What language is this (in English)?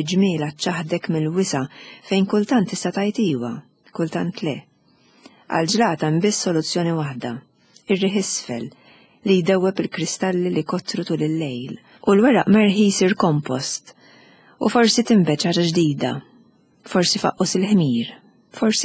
Maltese